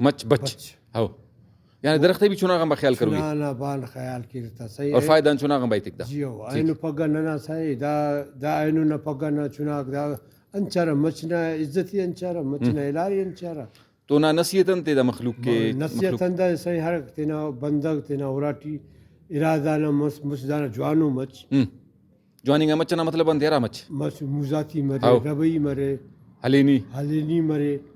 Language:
Brahui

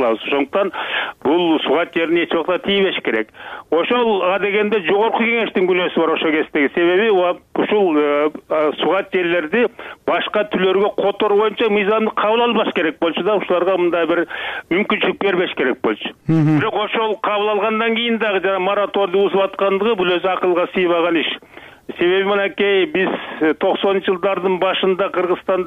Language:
Kyrgyz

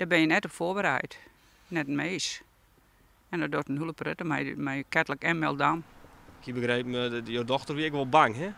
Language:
Western Frisian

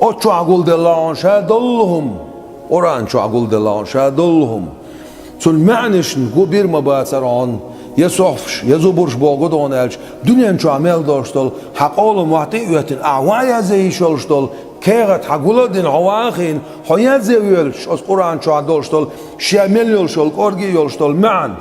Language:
Chechen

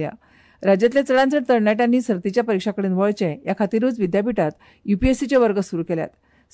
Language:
Konkani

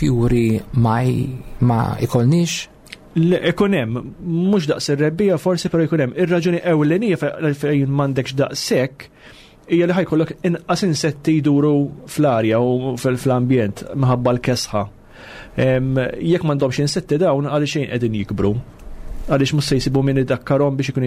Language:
Maltese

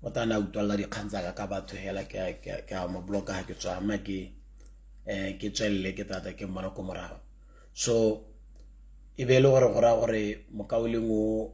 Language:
Tswana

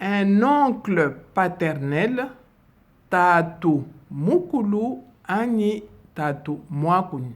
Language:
Luba-Lulua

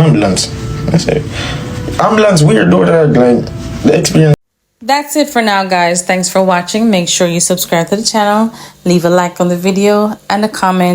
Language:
Jamaican Creole English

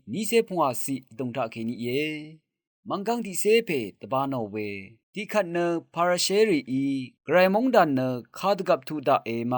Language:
Rawang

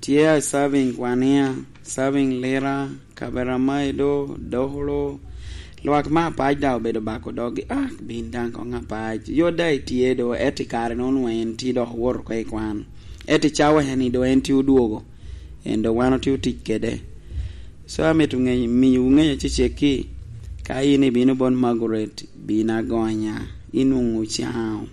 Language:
Lango (Uganda)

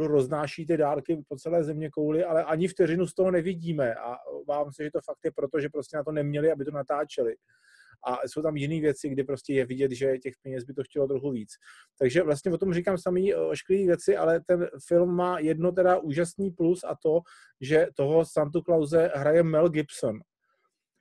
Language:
Czech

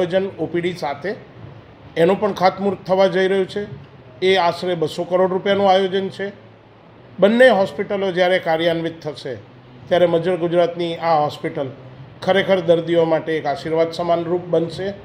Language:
Gujarati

